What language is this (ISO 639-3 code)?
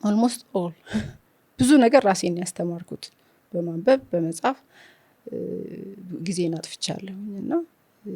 amh